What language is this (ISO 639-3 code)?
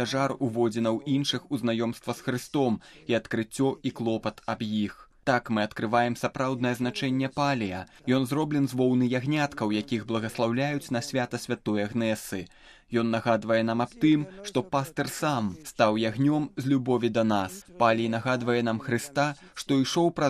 bel